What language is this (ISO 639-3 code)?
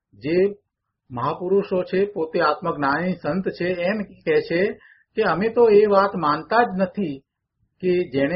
guj